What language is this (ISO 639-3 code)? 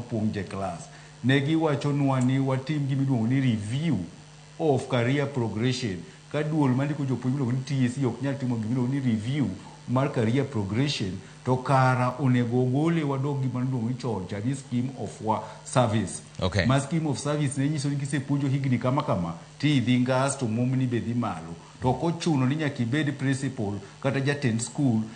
luo